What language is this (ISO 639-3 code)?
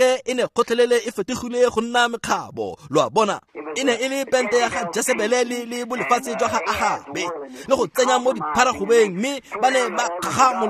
tsn